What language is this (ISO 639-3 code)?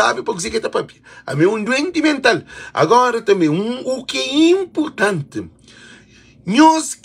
kea